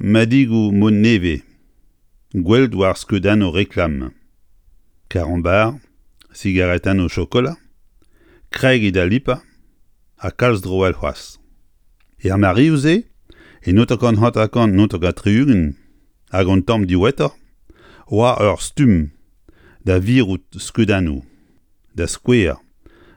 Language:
Breton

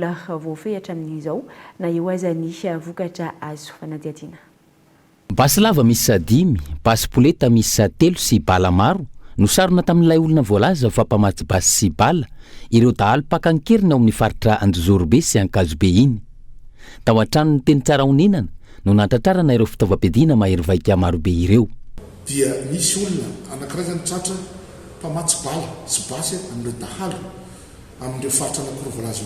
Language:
Malagasy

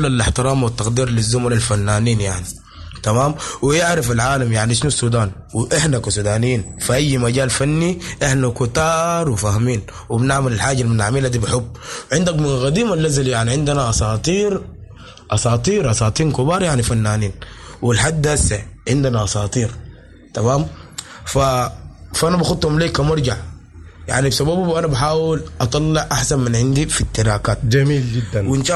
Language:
Sudanese Arabic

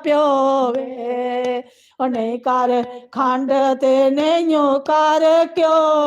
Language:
Dogri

